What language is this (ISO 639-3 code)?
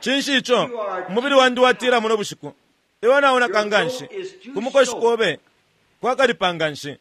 bem